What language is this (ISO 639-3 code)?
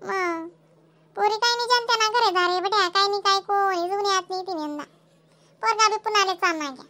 khn